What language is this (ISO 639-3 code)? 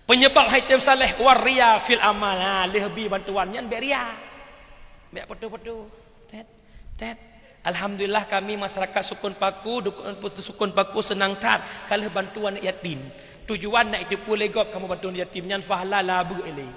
ace